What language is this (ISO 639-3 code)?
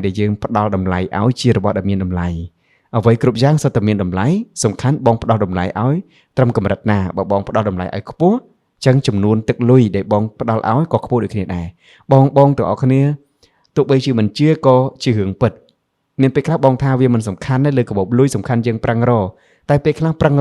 khm